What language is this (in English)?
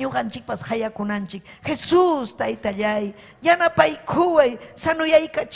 Ayacucho Quechua